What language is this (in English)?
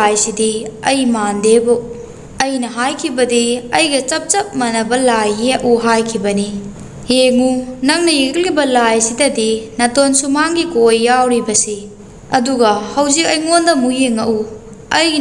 Manipuri